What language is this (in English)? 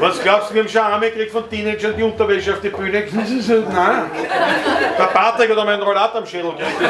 Bavarian